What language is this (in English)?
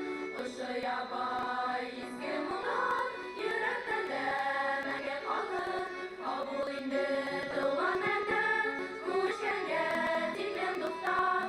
Bashkir